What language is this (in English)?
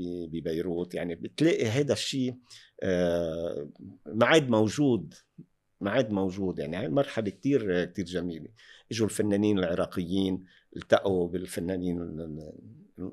North Levantine Arabic